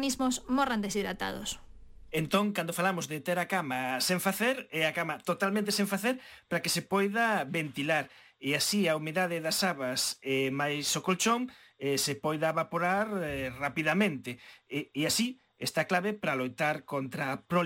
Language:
Galician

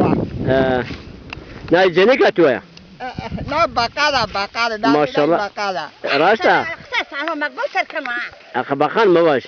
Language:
Zaza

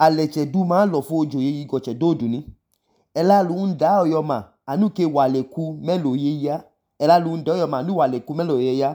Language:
Idoma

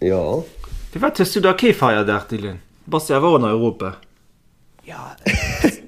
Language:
Luxembourgish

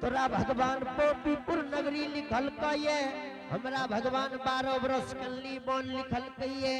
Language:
Angika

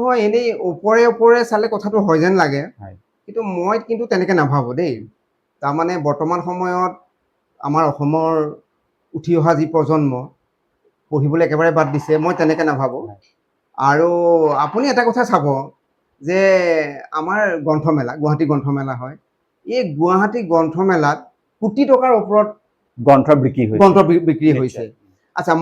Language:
Assamese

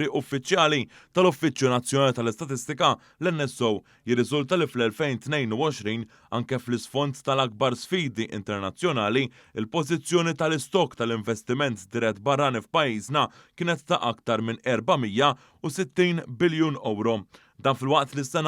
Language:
Maltese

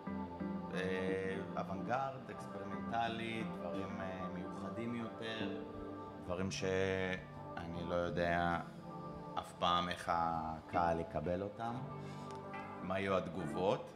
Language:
Hebrew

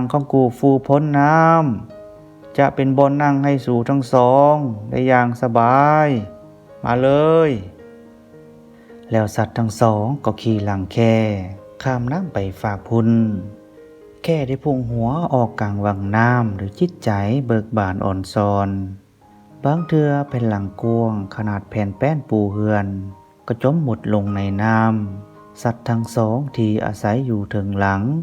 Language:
Lao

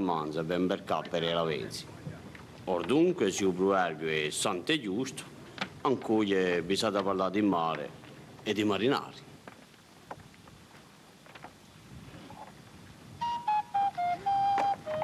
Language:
Italian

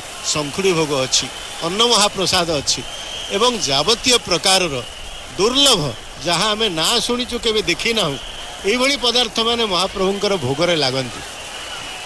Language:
Odia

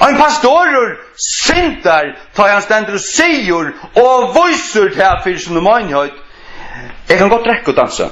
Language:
Faroese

